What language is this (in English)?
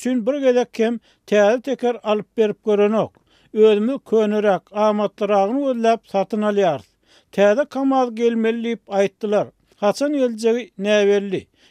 Turkmen